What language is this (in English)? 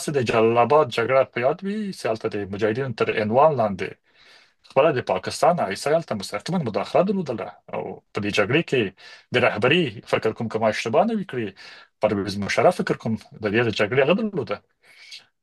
Pashto